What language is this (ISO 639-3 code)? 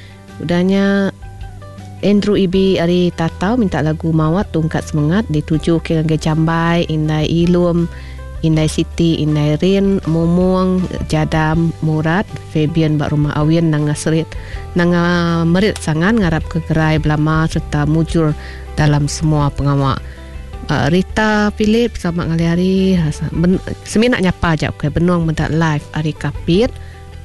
iba